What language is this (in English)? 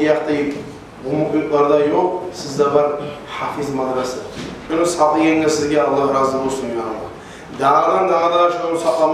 Kumyk